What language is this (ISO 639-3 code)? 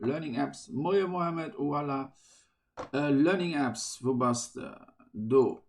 ltz